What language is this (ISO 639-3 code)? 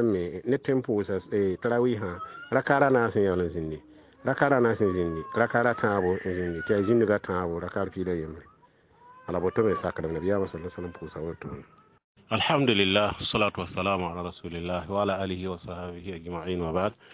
mos